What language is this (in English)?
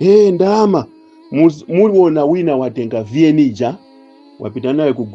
Nyanja